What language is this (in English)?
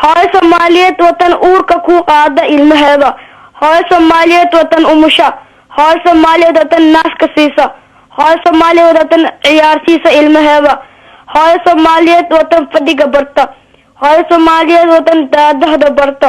Somali